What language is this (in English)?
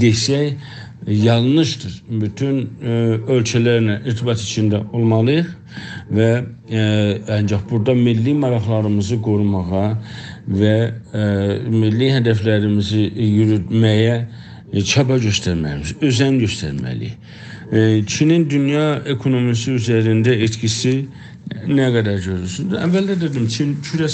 South Azerbaijani